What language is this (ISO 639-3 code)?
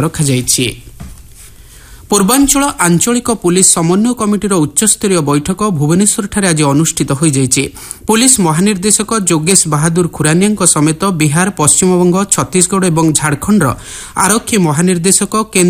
ori